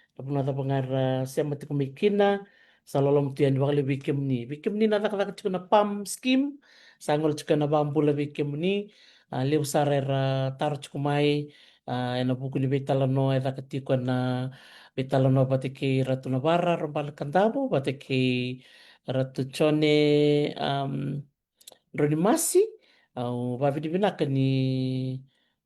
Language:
Fijian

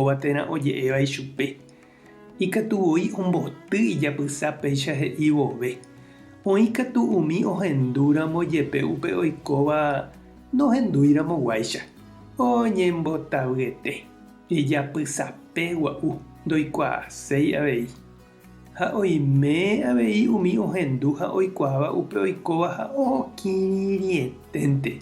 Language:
Guarani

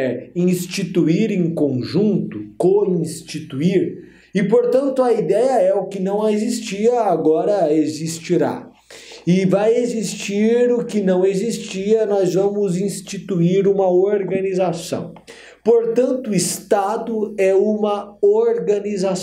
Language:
Portuguese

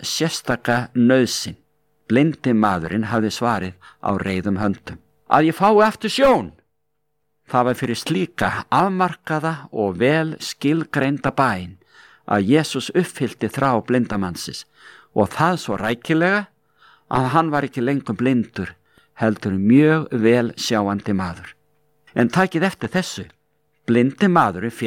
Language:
Icelandic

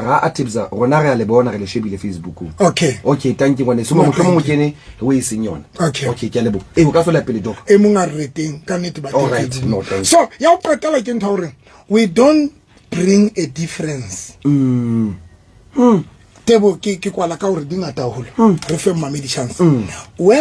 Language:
Southern Sotho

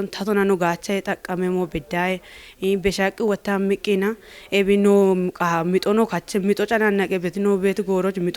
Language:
Kafa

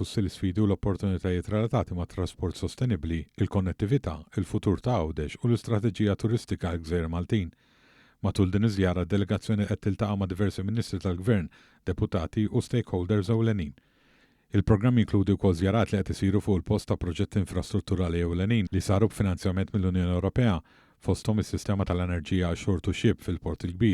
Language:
Maltese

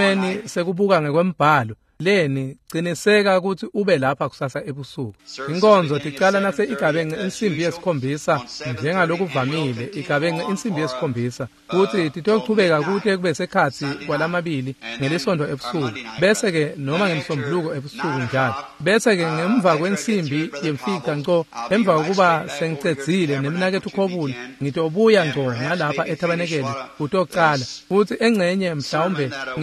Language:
Swati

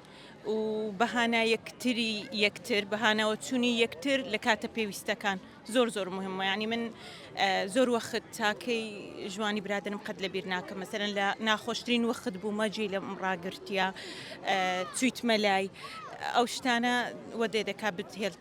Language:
Central Kurdish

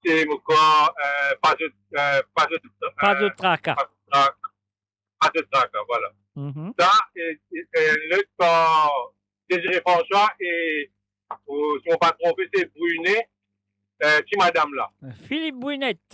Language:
Morisyen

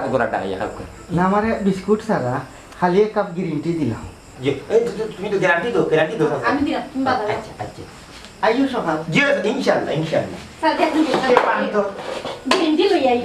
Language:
Sylheti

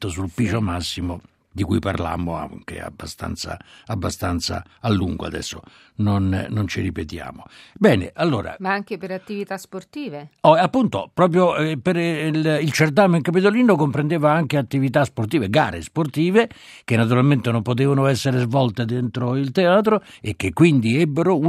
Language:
Italian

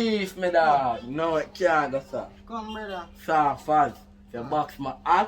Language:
Jamaican Creole English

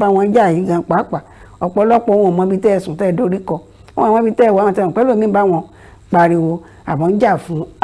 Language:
Yoruba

